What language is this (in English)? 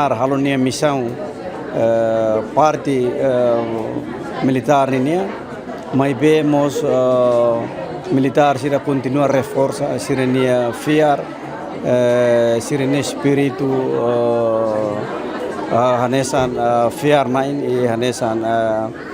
Tetum